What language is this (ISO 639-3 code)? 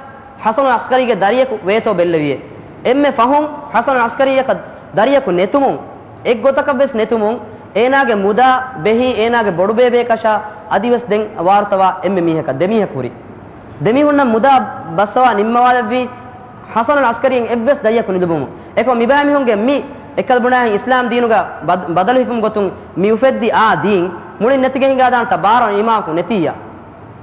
div